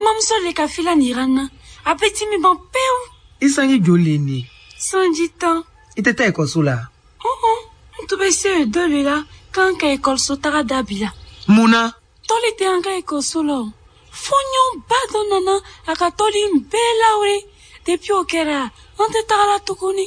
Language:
Bambara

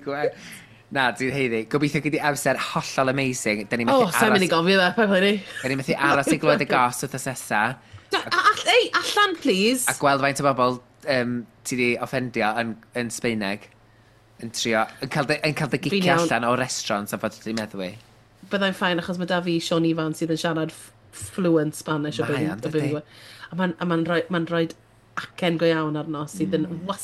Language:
Welsh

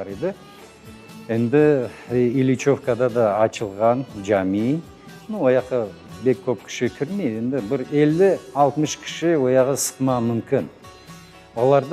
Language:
Crimean Tatar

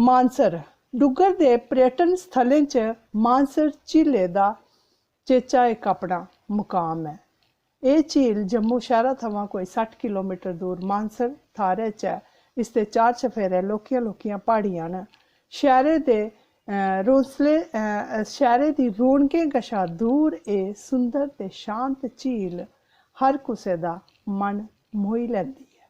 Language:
Dogri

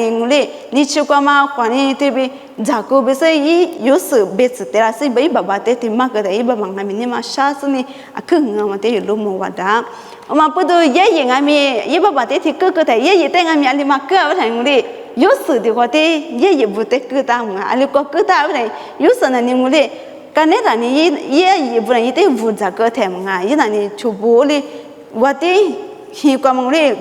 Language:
Lisu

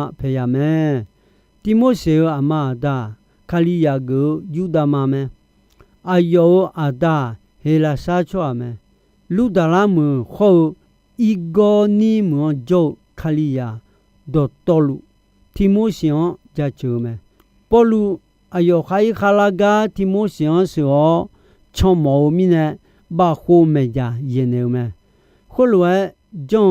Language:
Akha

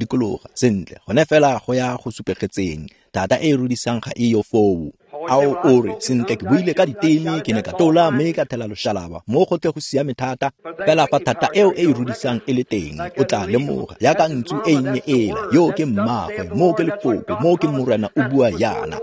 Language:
Tswana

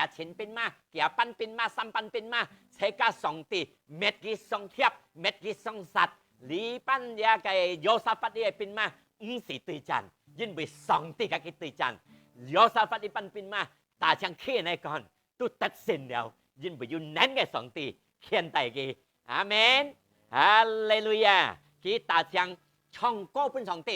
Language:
Hakka Chinese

